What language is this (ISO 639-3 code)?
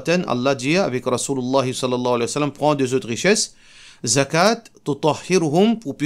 mfe